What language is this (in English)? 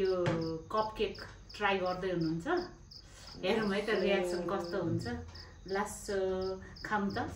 Nepali